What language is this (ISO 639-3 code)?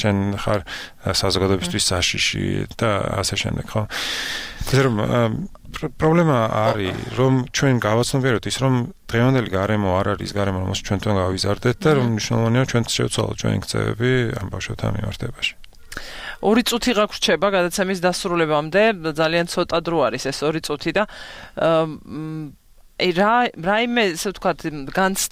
kat